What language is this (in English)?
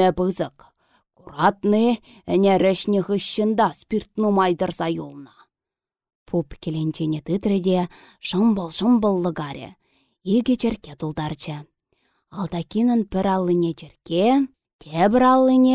Chuvash